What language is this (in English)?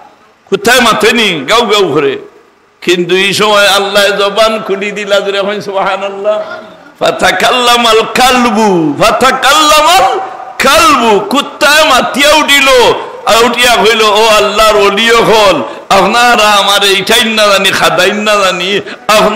Sylheti